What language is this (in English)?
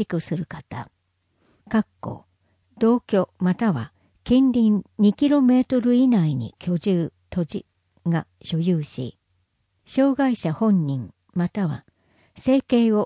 Japanese